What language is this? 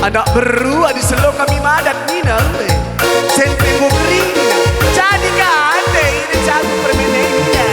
Batak Karo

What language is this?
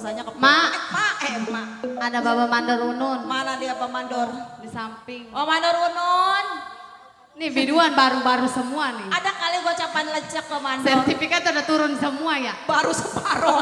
Betawi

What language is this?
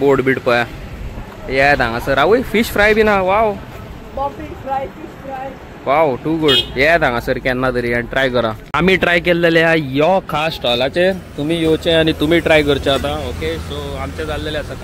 Konkani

